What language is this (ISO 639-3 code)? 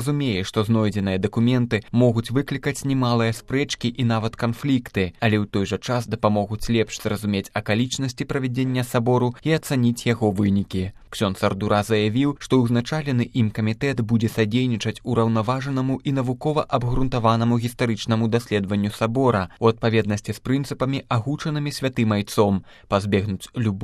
bel